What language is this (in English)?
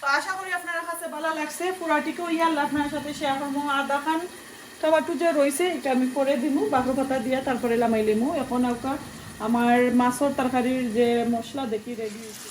Sylheti